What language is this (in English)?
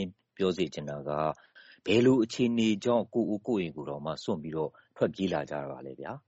Burmese